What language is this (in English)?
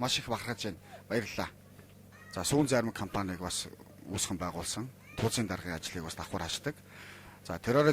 Mongolian